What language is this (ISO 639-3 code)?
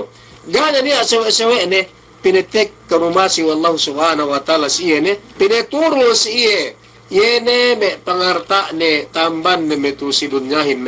yka